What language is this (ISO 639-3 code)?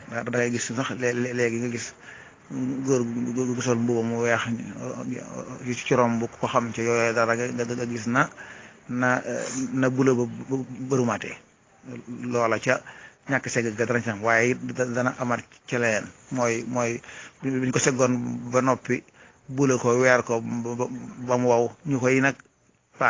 wol